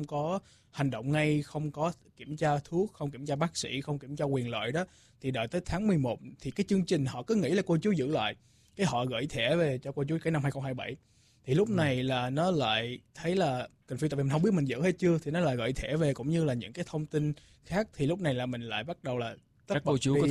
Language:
Vietnamese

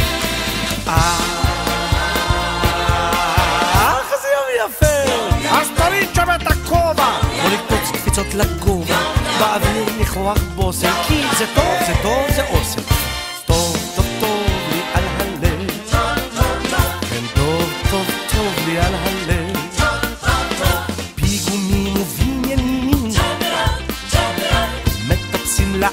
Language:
Hebrew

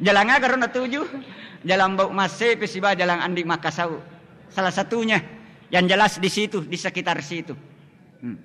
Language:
Buginese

